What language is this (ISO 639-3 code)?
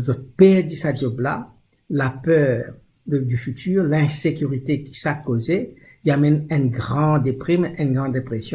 mfe